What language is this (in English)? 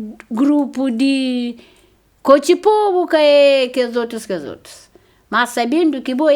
Kabuverdianu